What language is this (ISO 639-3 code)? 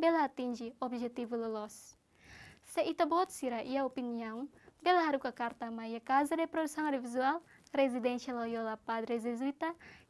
tet